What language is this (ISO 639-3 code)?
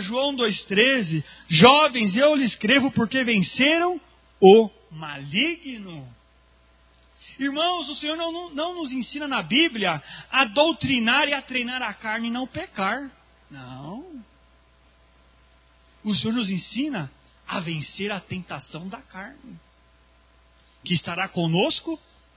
por